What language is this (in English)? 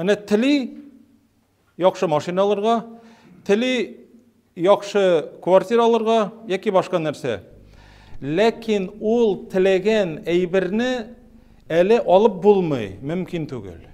Tatar